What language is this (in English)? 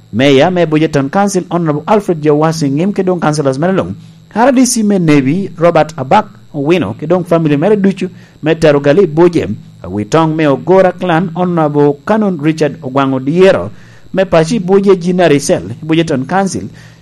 Lango (Uganda)